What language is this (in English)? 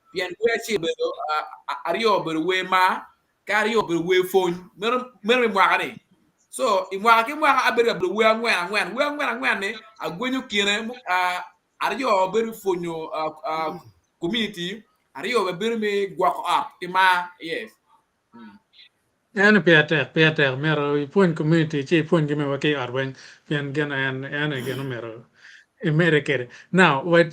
Acoli